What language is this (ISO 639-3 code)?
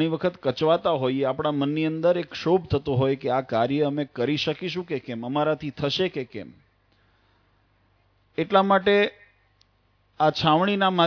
guj